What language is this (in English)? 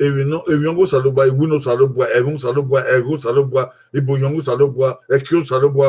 Bini